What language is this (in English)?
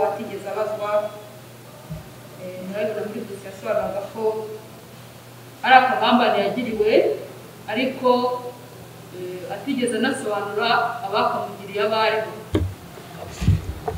Kinyarwanda